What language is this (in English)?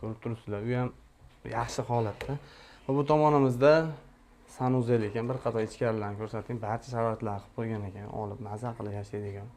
Uzbek